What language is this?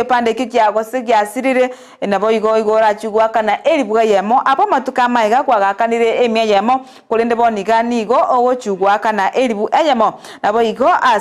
Gusii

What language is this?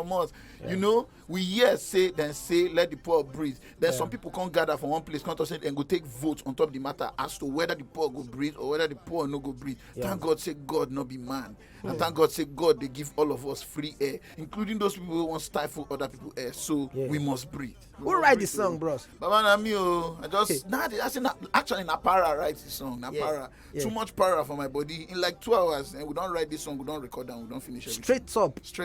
Nigerian Pidgin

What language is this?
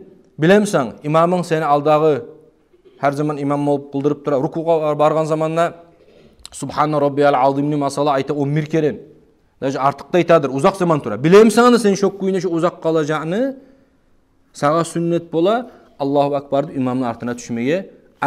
Kumyk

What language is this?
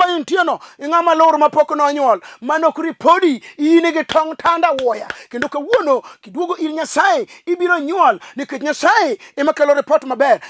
Luo (Kenya and Tanzania)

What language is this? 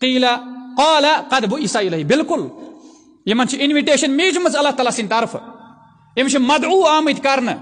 Kashmiri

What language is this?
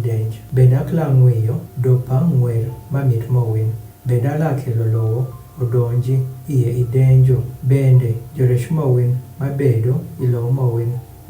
Adhola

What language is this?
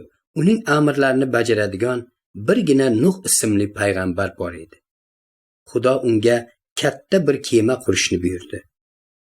Uzbek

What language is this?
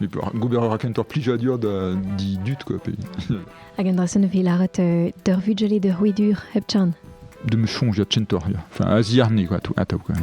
Breton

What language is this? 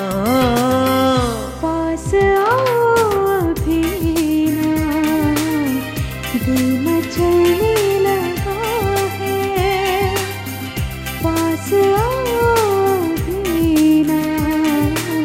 Hindi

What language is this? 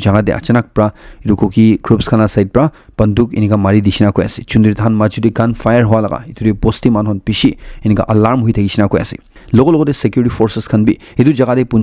Naga Pidgin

